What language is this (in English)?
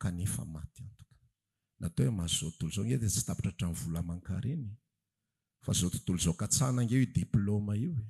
Malagasy